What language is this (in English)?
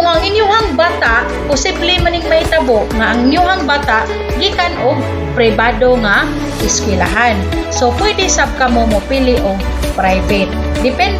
Cebuano